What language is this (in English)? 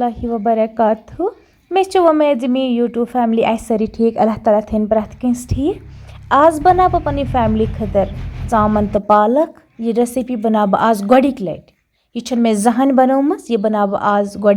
Kashmiri